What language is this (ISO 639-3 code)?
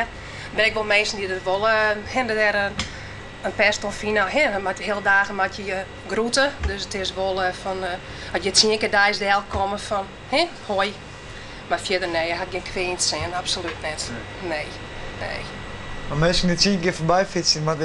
fry